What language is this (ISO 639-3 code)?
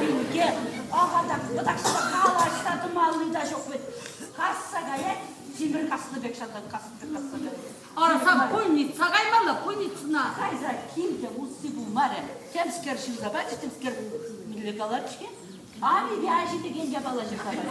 chv